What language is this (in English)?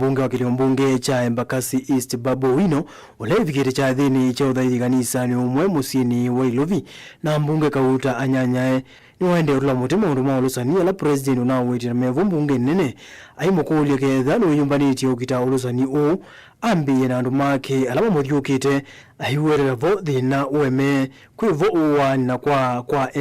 Kamba